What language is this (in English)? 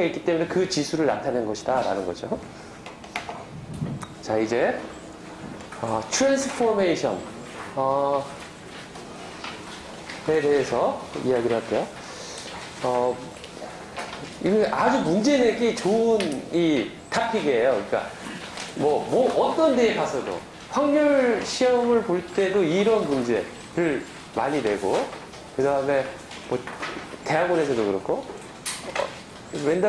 Korean